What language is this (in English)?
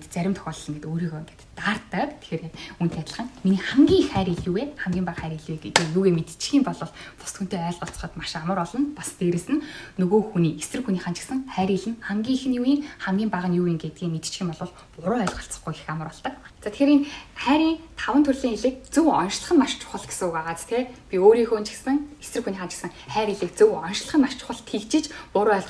Mongolian